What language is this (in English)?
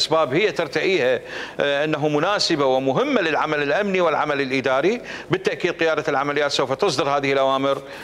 Mesopotamian Arabic